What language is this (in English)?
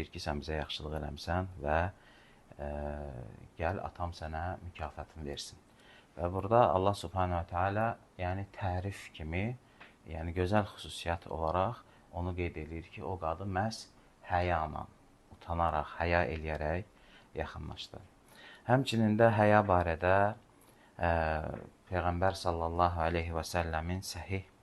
Azerbaijani